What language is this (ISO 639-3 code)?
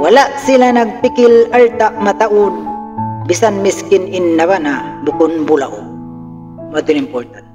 tsg